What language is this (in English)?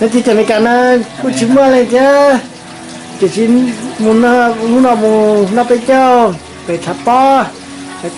Hmong